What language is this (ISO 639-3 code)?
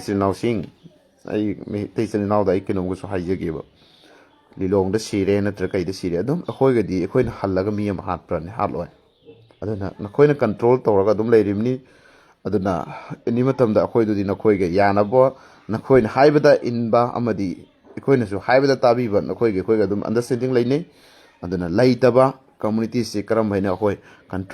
mni